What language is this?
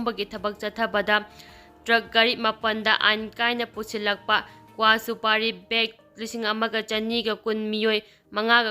Manipuri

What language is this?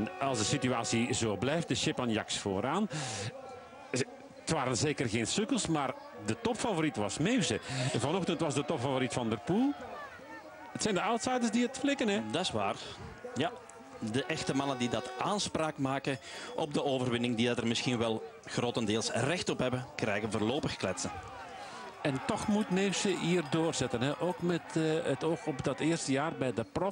Dutch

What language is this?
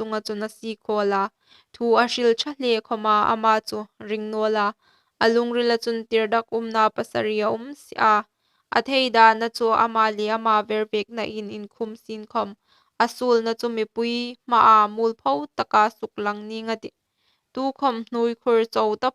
Hmar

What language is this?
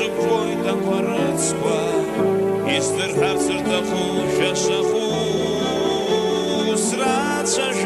Abkhazian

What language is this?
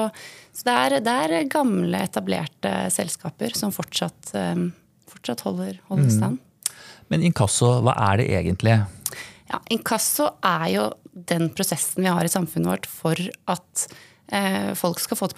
Norwegian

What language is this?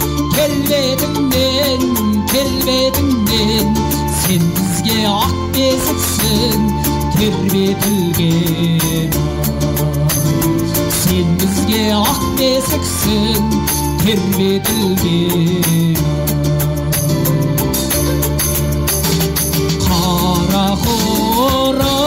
Kazakh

